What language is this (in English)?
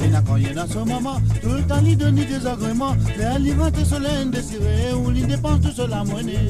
Morisyen